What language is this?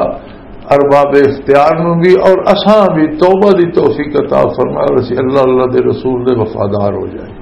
Western Panjabi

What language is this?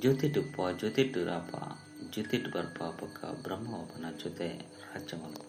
Tulu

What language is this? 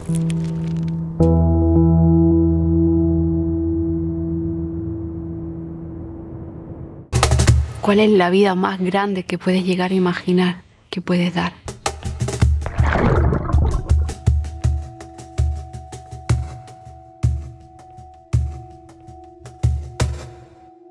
Spanish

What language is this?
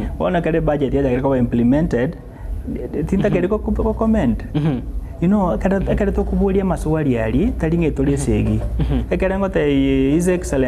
Gusii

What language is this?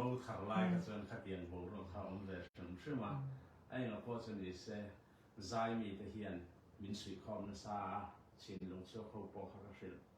Mizo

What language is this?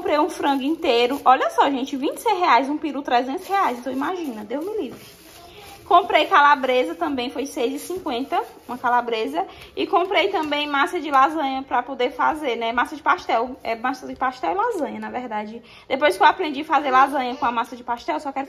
Portuguese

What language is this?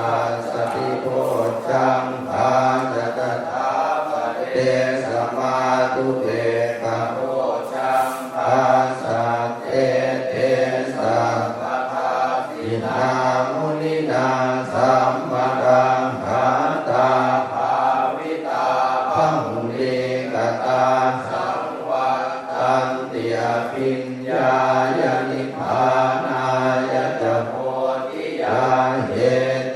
Pali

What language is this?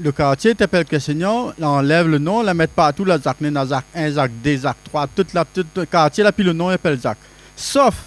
Réunion Creole French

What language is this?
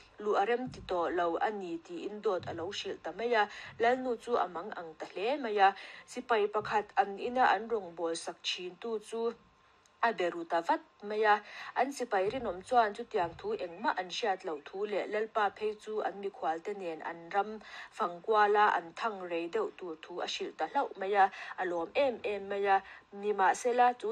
Mizo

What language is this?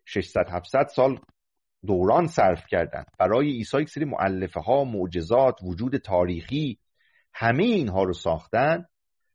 Persian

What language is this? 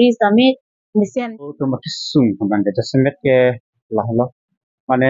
Karbi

